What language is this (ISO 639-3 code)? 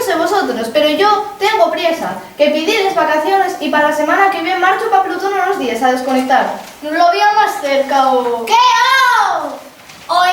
ast